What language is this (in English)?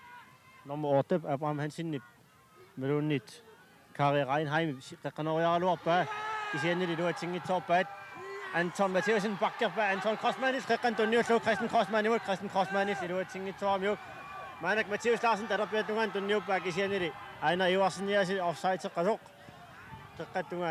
Kalaallisut